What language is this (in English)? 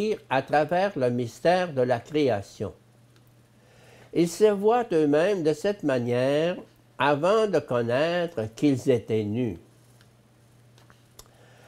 French